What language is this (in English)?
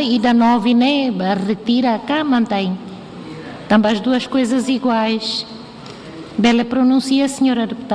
Tetum